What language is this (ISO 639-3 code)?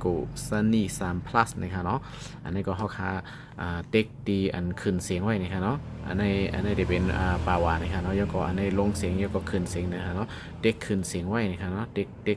shn